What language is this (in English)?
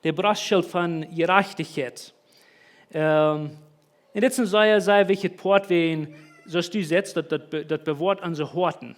Plautdietsch